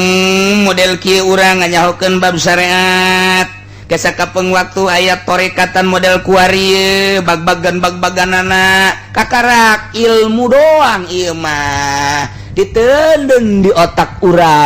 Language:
Sundanese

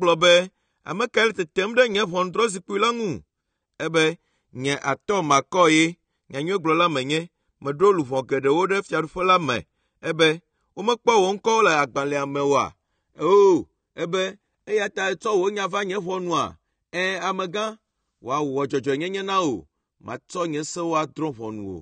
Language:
Ewe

